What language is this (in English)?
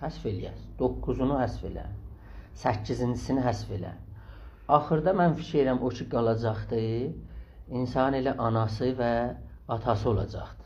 South Azerbaijani